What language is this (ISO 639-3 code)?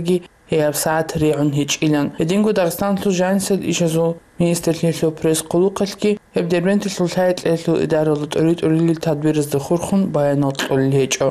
ava